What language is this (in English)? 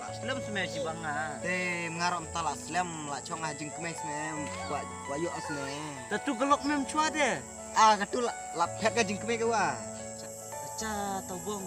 Khasi